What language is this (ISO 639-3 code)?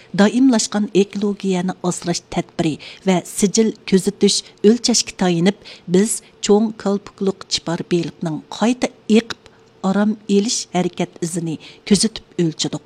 uig